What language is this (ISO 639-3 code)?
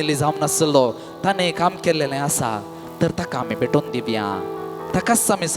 kok